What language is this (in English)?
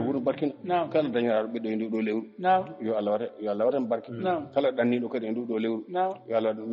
Fula